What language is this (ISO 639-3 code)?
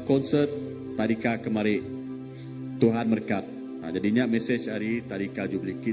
iba